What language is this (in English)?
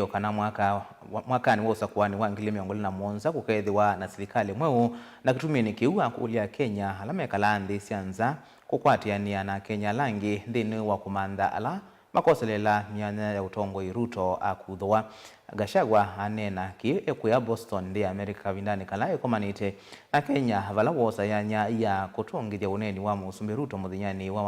Kamba